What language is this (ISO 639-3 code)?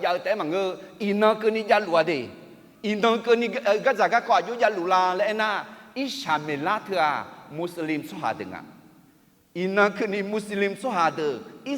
ahk